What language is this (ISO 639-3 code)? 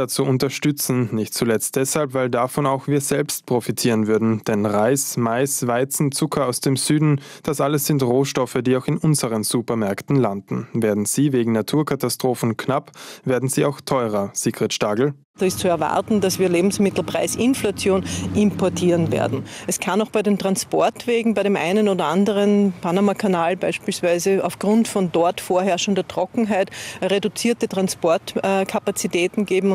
deu